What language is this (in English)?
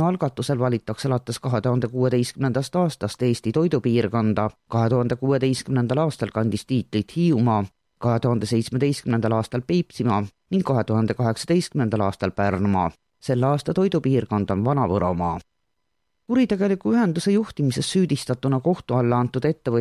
Estonian